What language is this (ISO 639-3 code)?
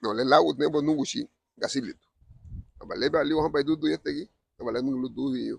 cab